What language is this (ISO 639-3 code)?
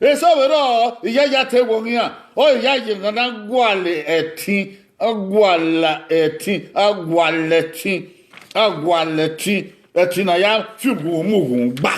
bin